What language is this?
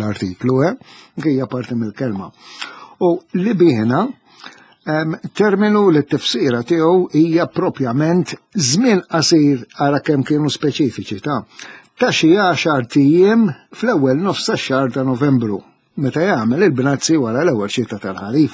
Maltese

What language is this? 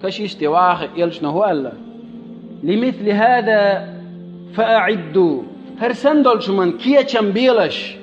Chechen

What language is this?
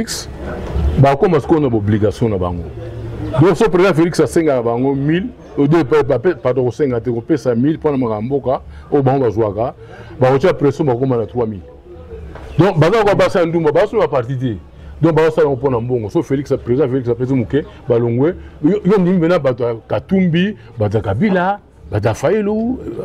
Lingala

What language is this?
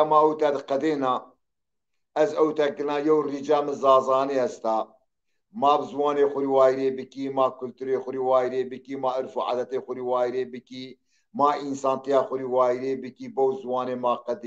Zaza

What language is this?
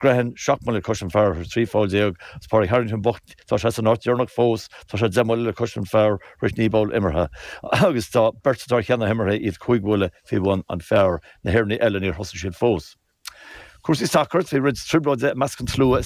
Irish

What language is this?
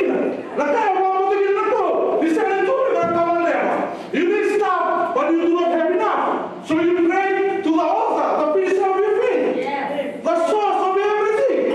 Fijian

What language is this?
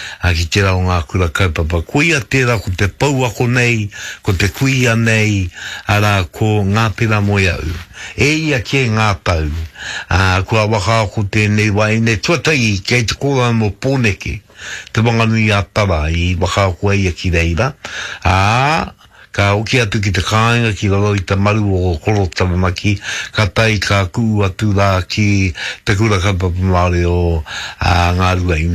Māori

